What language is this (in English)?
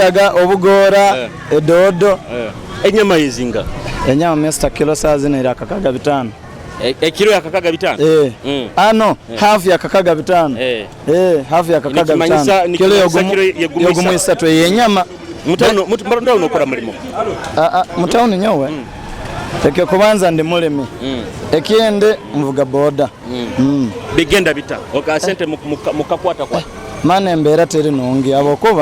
Nyoro